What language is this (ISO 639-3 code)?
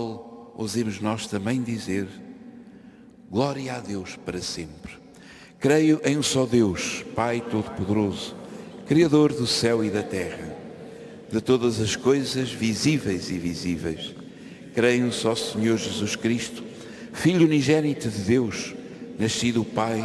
por